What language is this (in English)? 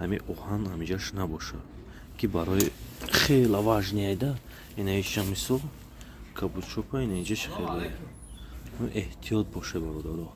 Tajik